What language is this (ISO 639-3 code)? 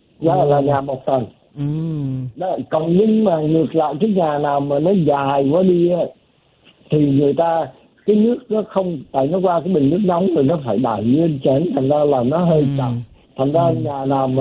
vie